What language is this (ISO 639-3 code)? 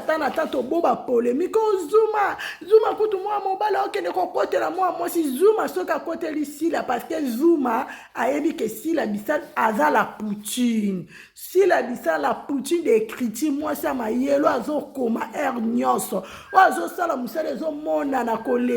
lin